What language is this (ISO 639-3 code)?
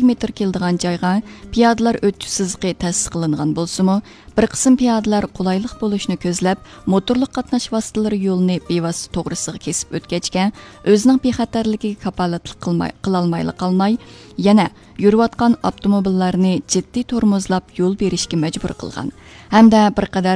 uig